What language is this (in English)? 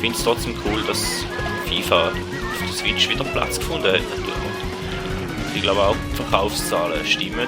Swiss German